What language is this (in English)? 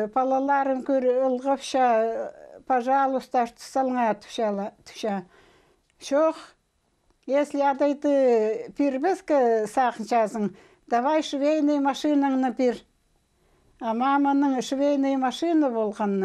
Khakas